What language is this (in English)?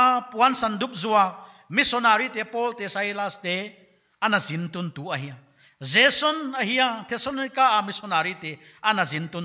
Paite Chin